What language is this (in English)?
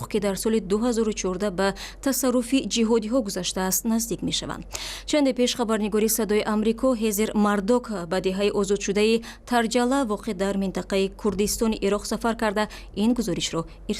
Tajik